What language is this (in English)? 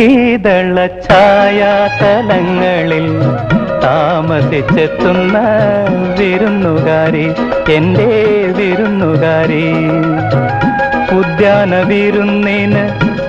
Malayalam